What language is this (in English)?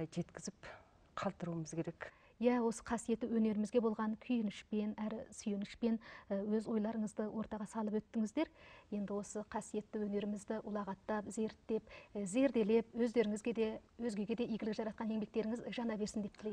Kazakh